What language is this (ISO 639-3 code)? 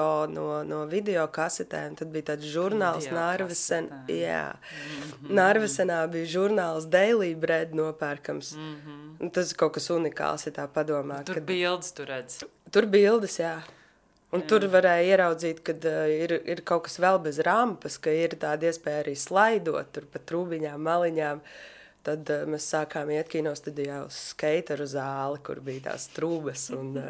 lav